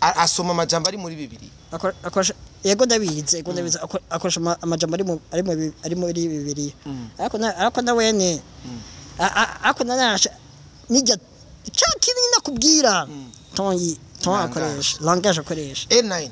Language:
Rundi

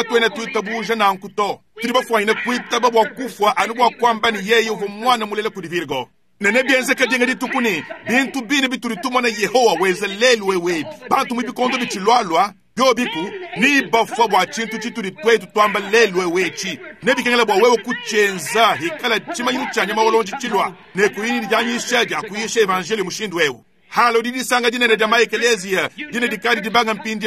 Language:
Luba-Lulua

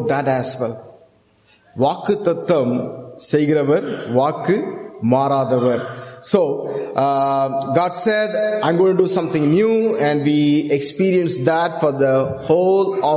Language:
Tamil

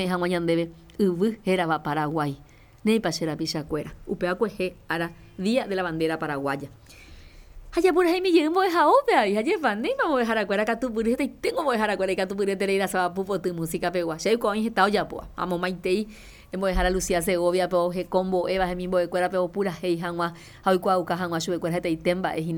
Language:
Guarani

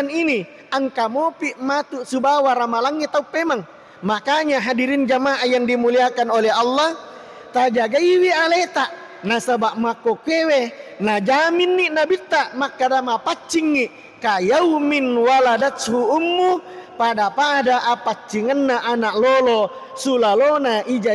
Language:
Buginese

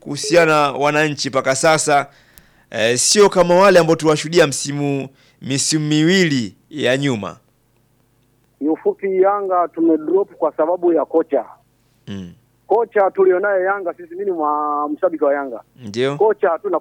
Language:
Swahili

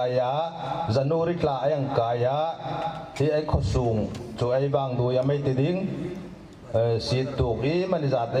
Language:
Hmar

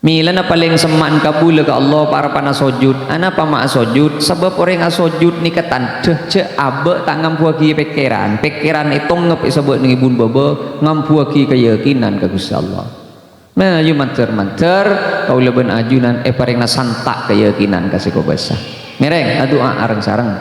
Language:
Madurese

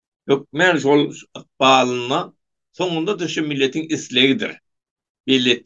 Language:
Turkmen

